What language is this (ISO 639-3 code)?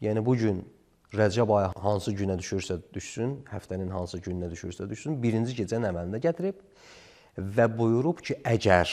aze